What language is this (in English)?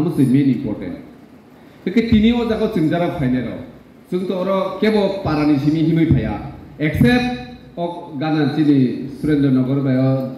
Kok Borok